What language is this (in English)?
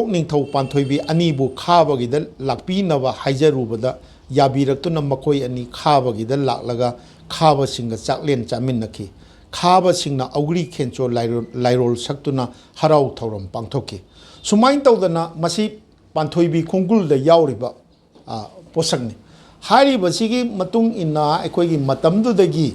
Manipuri